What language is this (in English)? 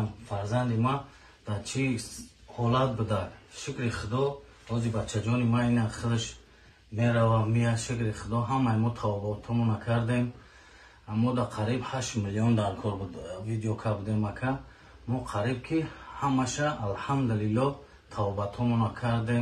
Tajik